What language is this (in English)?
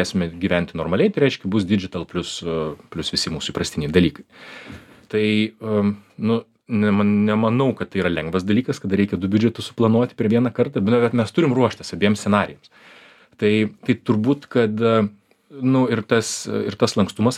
Lithuanian